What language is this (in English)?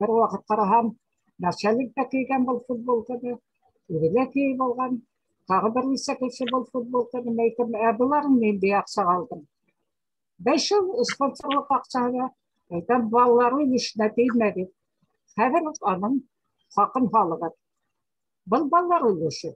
Bashkir